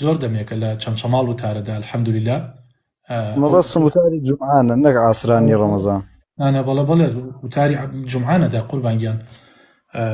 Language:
Central Kurdish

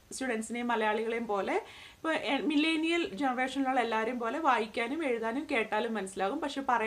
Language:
Malayalam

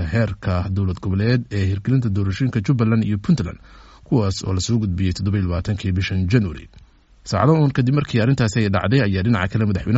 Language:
Somali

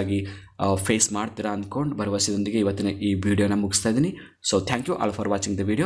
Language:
Kannada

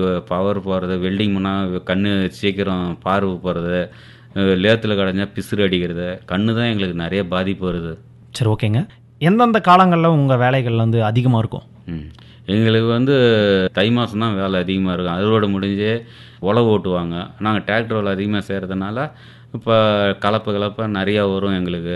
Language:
Tamil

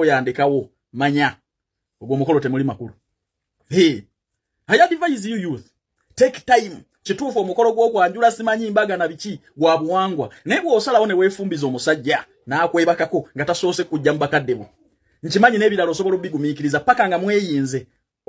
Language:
Ganda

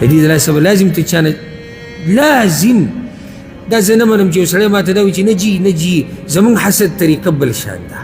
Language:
Pashto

